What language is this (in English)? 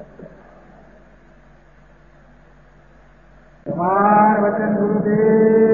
Gujarati